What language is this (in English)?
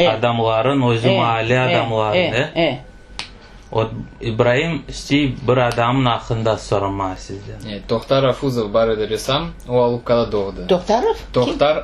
Crimean Tatar